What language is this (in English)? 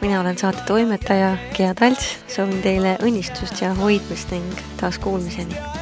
Estonian